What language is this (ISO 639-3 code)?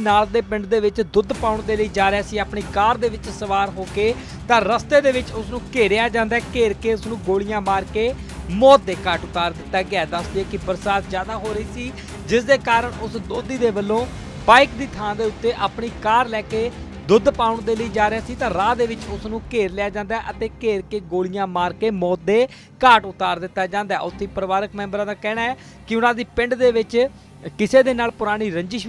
pan